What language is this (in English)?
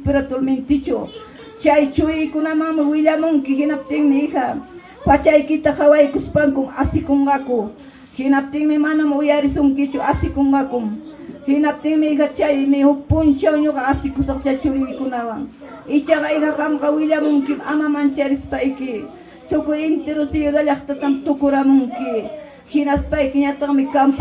Ayacucho Quechua